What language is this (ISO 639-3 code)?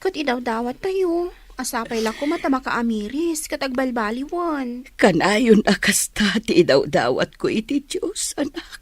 ilo